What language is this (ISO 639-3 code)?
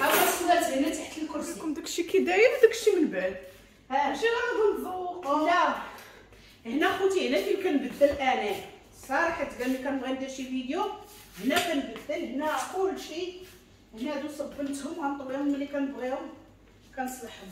ary